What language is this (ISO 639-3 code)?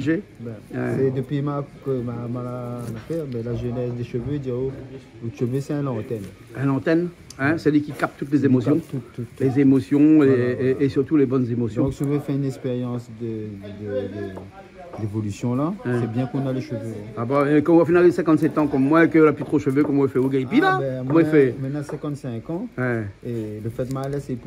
rcf